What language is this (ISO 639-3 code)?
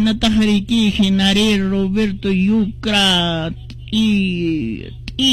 que